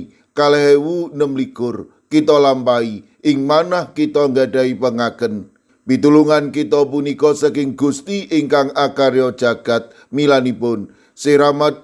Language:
Javanese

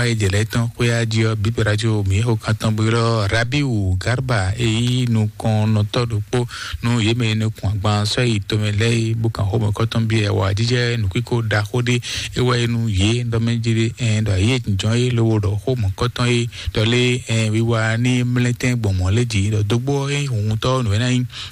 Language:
Fon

